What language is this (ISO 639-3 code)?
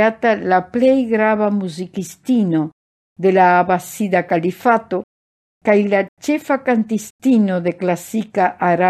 epo